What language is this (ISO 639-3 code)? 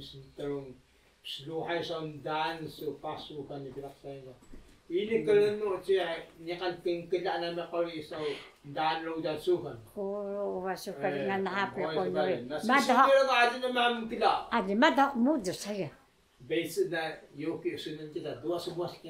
trv